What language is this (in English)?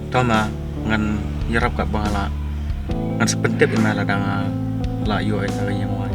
Khasi